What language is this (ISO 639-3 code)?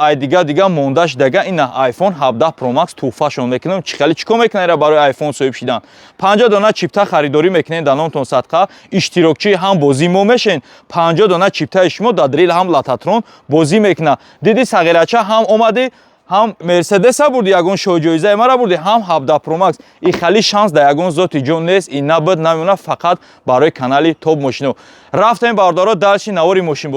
tgk